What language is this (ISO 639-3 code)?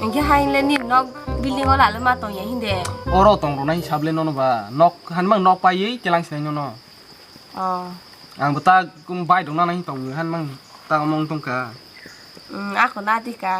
trp